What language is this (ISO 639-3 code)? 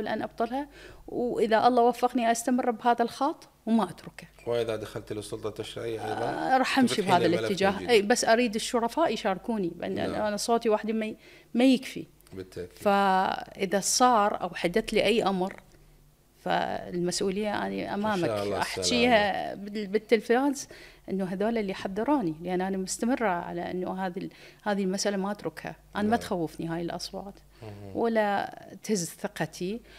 acm